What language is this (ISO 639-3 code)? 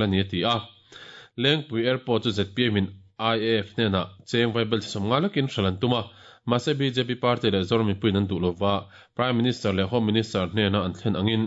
lus